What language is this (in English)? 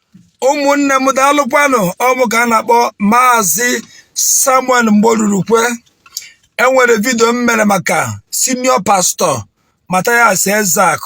Igbo